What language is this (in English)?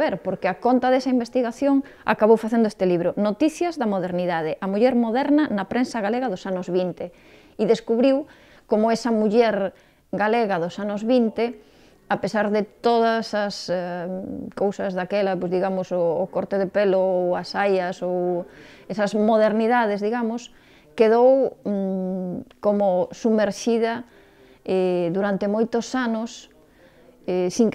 Galician